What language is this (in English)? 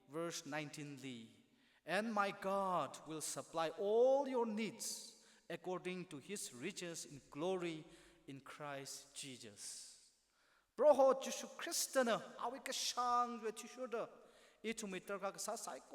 Tangkhul Naga (India)